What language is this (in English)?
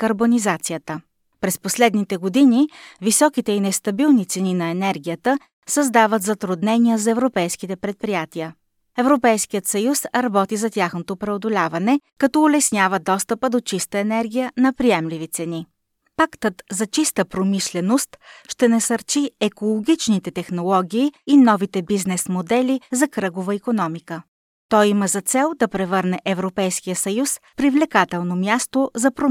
Bulgarian